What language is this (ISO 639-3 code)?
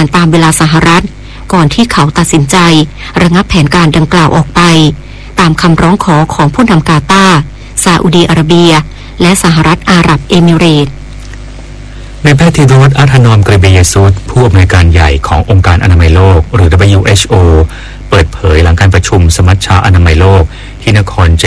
tha